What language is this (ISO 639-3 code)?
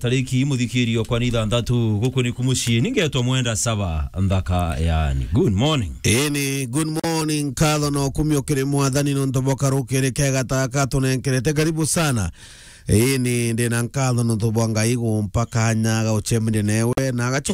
mer